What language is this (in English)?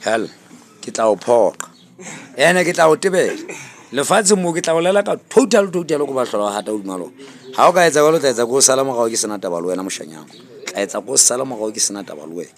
Southern Sotho